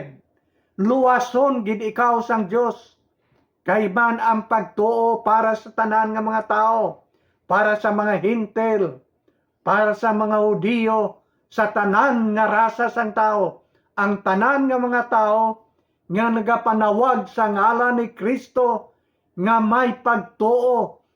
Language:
Hiligaynon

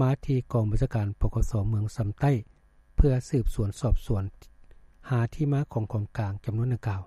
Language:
Lao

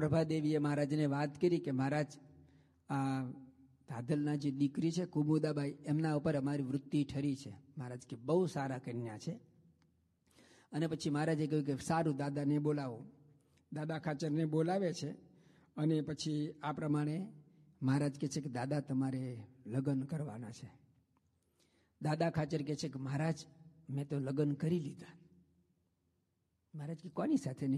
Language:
Gujarati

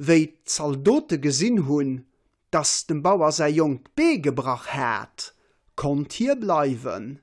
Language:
Luxembourgish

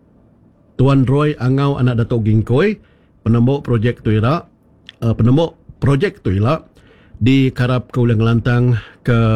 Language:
Iban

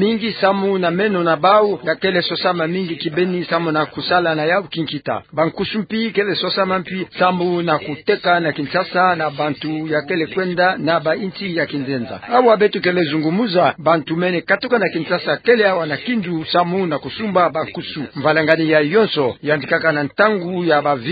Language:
Kituba (Democratic Republic of Congo)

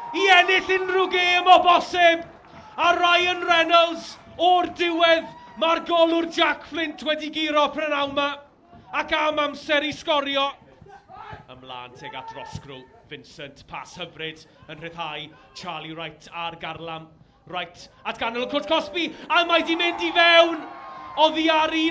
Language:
Welsh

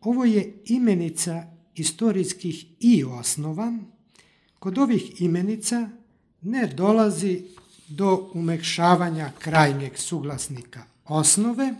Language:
Serbian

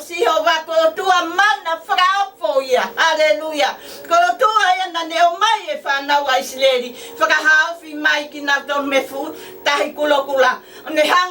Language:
Tongan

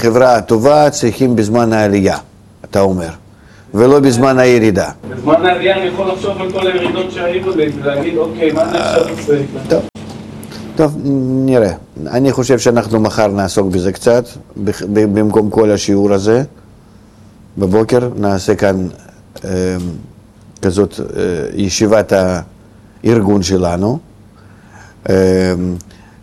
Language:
Hebrew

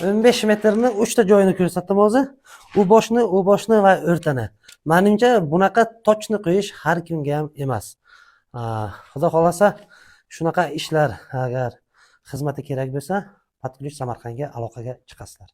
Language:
Uzbek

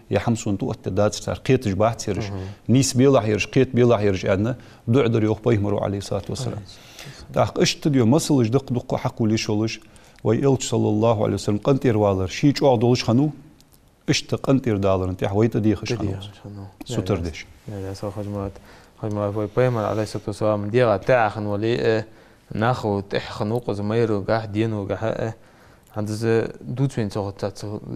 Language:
Ingush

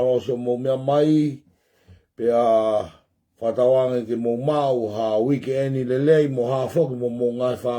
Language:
Tongan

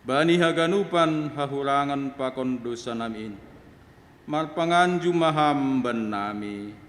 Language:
Batak Simalungun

